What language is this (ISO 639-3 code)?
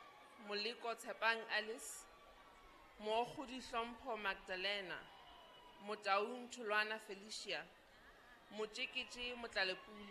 sot